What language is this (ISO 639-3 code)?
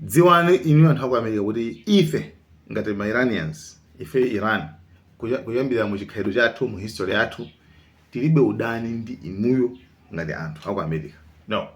nya